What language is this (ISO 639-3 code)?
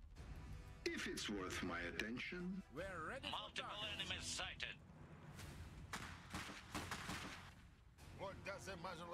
deu